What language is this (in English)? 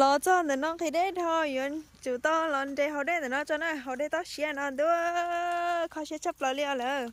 Hmong